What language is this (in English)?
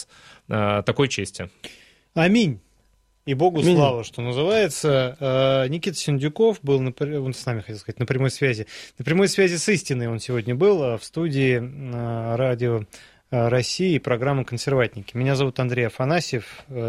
Russian